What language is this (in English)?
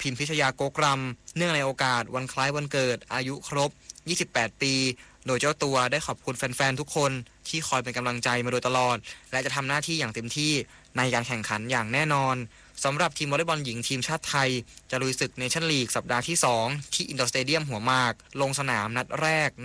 Thai